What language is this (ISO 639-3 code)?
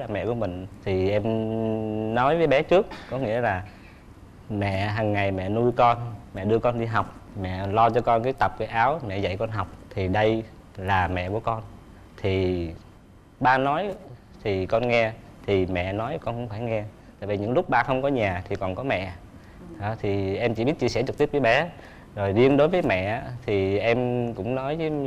vie